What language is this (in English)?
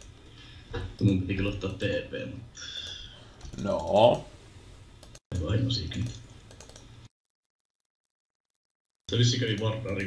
Finnish